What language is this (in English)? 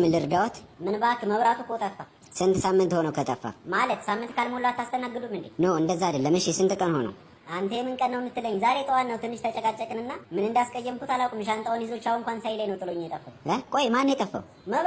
Amharic